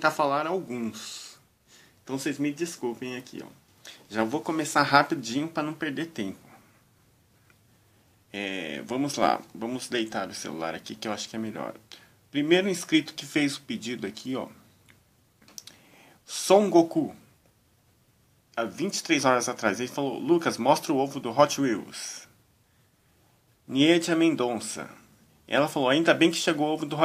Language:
Portuguese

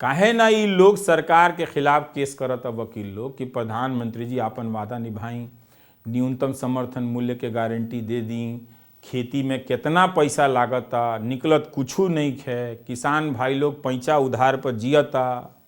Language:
Bhojpuri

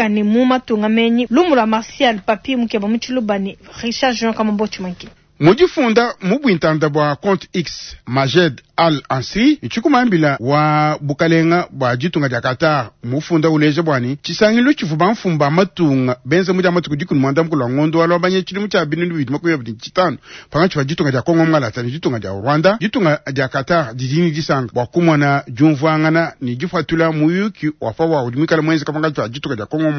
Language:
Luba-Lulua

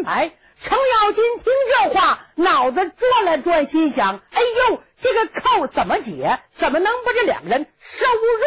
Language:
Chinese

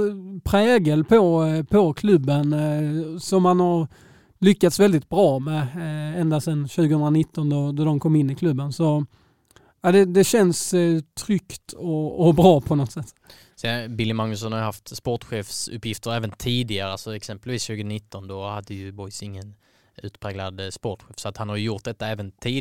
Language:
Swedish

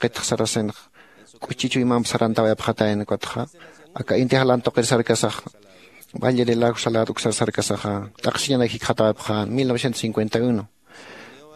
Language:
Aymara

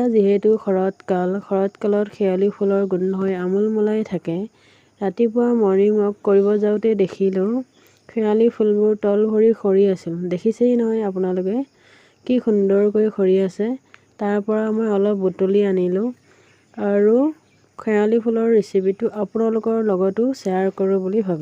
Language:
Assamese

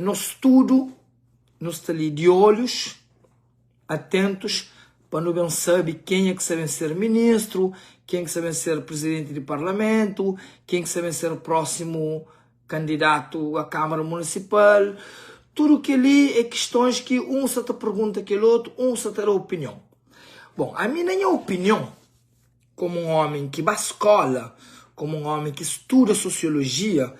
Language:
Kabuverdianu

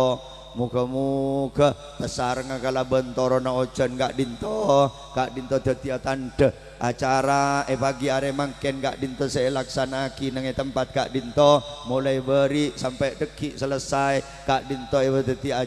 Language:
Madurese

